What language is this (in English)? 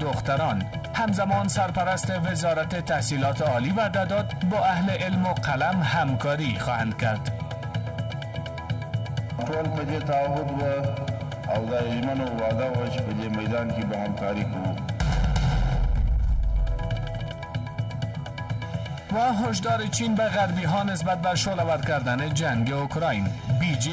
Persian